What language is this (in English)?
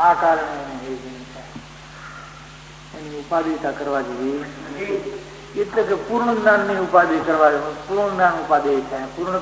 Gujarati